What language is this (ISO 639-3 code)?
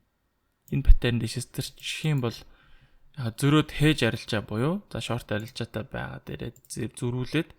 mon